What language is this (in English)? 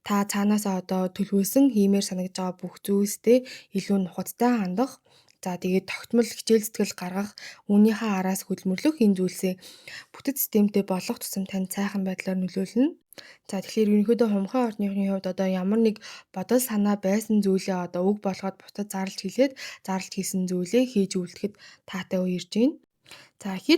Mongolian